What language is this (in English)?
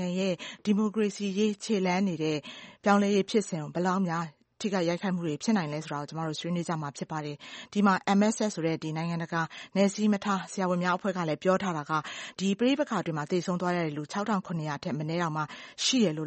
Burmese